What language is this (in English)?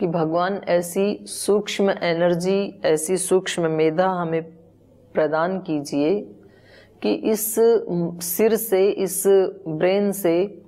Sanskrit